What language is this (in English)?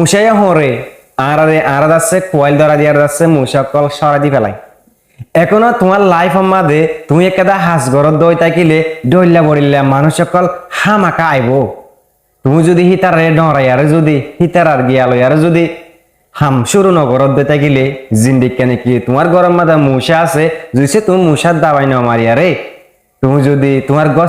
Rohingya